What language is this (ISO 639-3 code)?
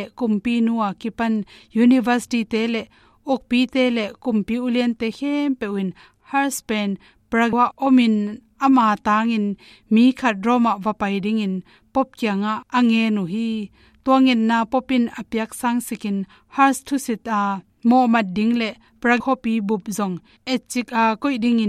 ctd